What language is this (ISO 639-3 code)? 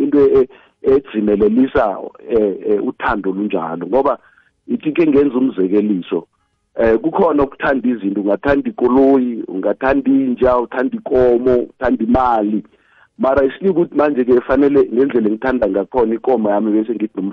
nbl